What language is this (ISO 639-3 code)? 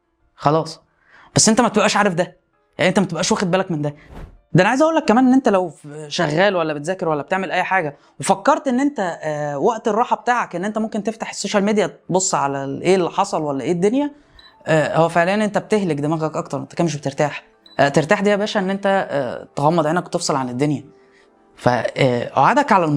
arz